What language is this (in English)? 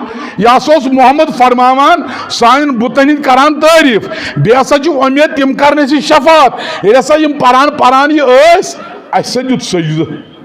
Kashmiri